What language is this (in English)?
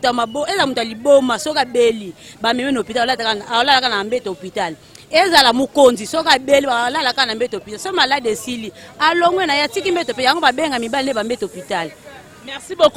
Lingala